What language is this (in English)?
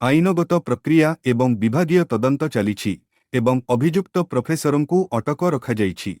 Odia